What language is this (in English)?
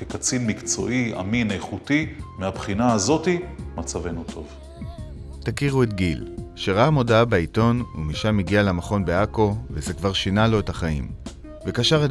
Hebrew